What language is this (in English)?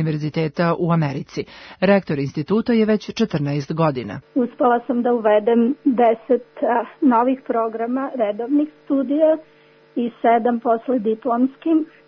Serbian